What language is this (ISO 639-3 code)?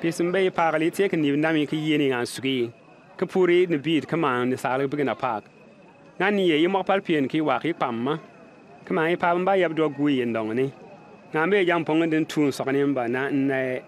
bim